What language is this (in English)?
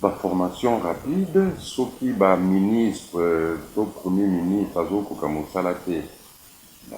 Lingala